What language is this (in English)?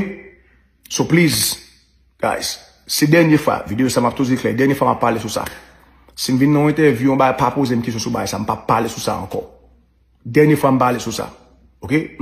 Haitian Creole